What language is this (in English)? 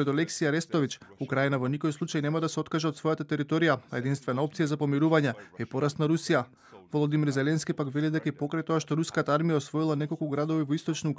Macedonian